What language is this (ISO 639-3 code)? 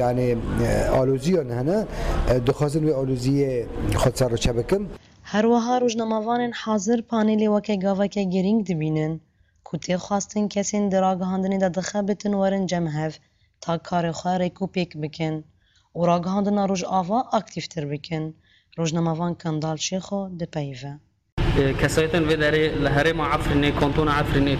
kur